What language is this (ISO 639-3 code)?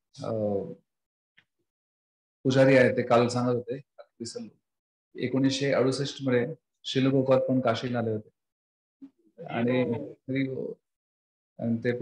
mar